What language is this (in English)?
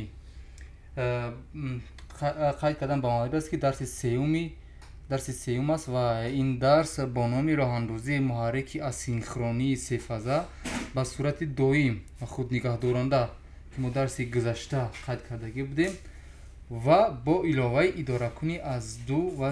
Tajik